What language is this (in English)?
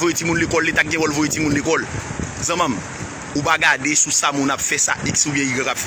Haitian Creole